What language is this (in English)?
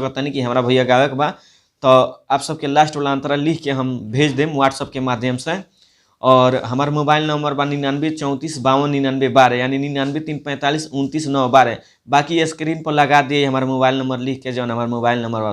Bhojpuri